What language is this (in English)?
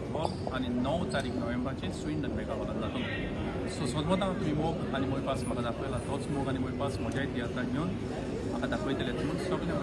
Konkani